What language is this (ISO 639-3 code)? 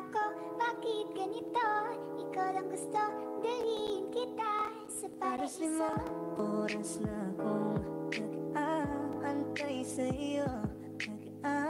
fil